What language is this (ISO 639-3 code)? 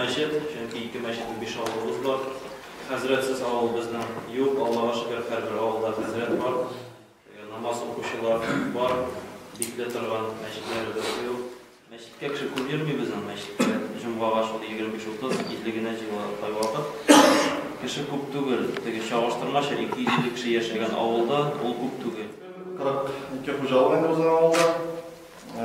tat